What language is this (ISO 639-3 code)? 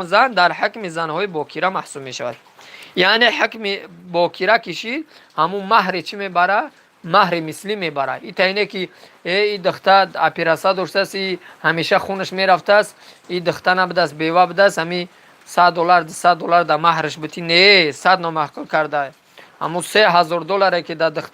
tgk